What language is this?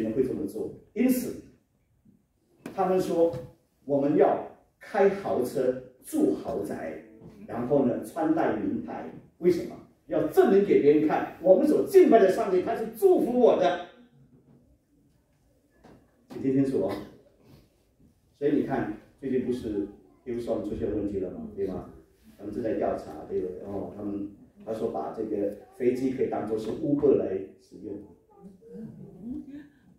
Chinese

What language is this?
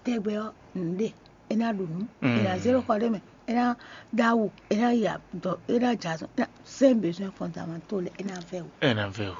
Fon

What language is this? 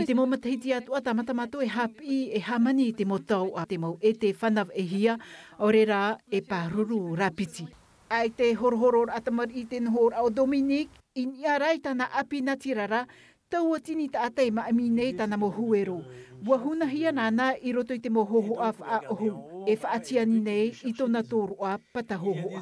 Tahitian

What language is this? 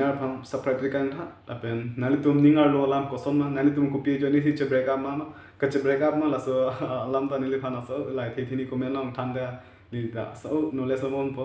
Karbi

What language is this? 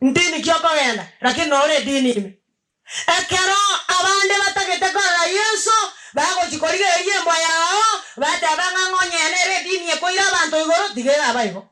Gusii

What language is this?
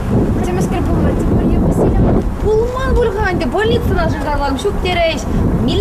Chuvash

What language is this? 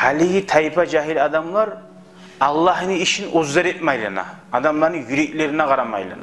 Kumyk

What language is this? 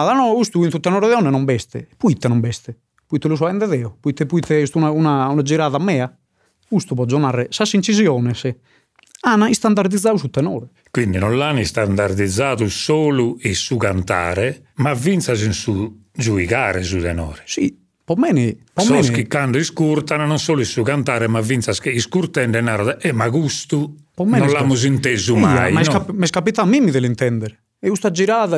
Sardinian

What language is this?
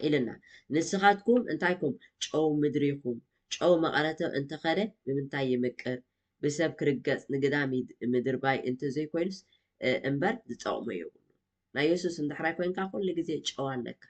Tigrinya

